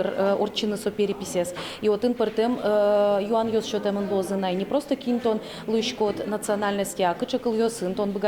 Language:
Udmurt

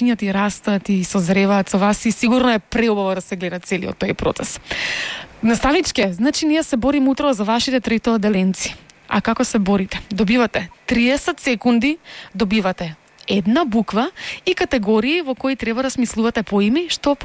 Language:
Macedonian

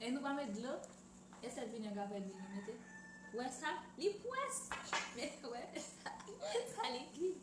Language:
Haitian Creole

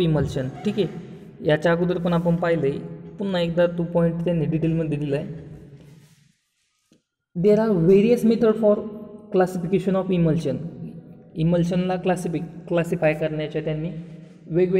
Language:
Marathi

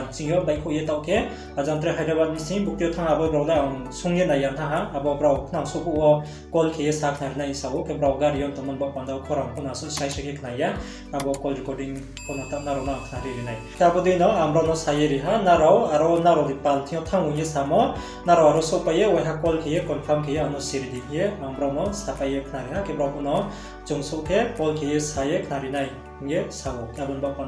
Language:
Riang (India)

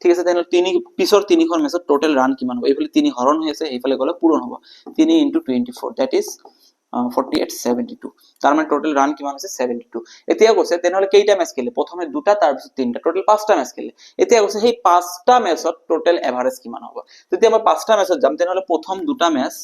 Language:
Assamese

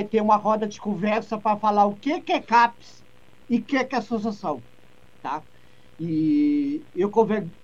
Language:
Portuguese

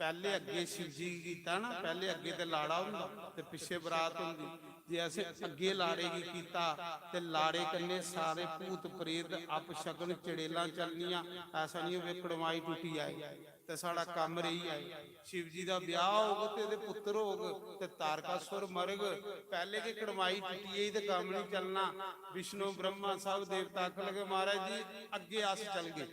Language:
Dogri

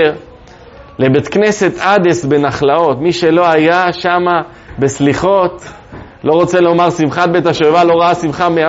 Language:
Hebrew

